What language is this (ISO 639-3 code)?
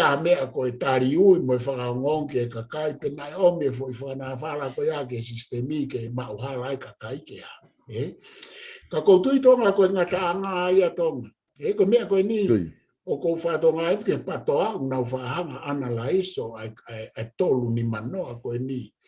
ton